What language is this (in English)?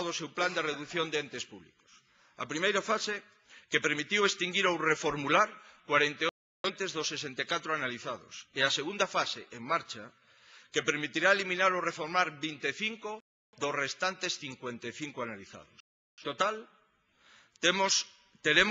Galician